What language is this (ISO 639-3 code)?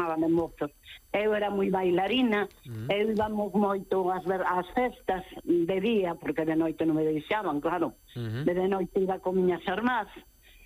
glg